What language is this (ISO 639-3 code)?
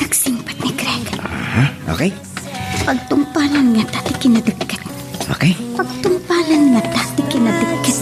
ilo